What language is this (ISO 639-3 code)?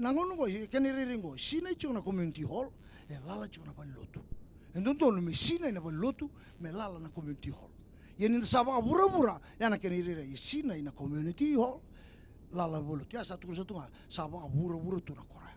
fij